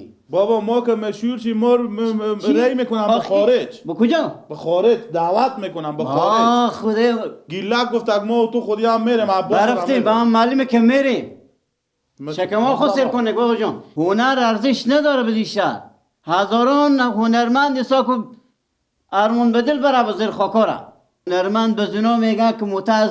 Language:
Persian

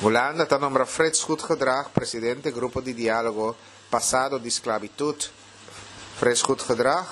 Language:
Papiamento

